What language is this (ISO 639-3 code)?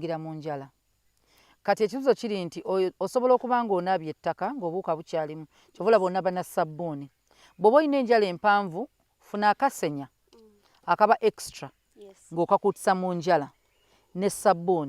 lug